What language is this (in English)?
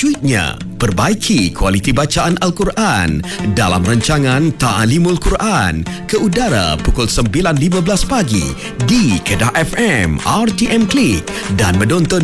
Malay